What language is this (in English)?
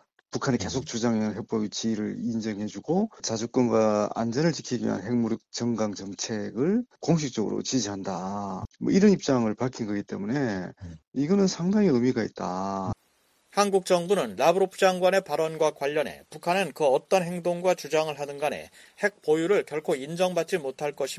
Korean